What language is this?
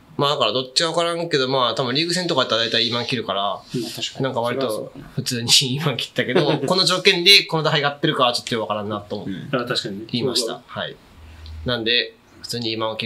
Japanese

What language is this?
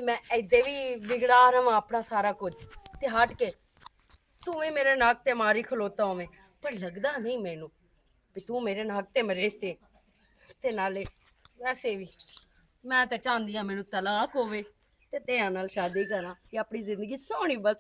Western Panjabi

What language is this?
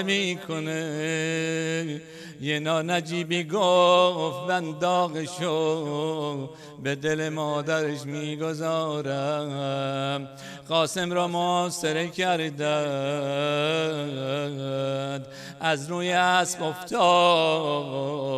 Persian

